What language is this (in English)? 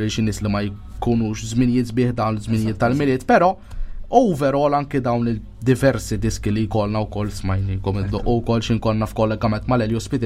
Maltese